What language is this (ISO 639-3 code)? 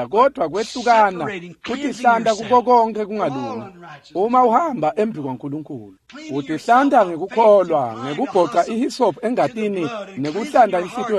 ssw